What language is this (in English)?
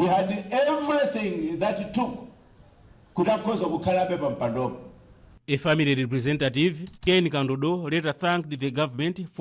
English